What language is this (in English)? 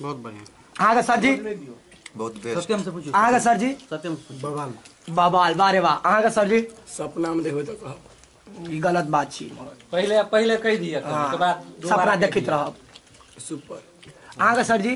Maithili